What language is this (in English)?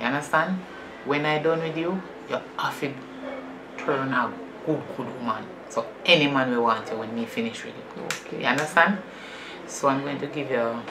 Jamaican Creole English